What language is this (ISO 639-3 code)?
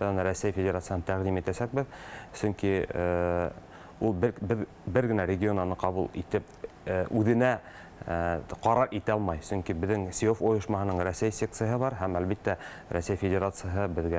bak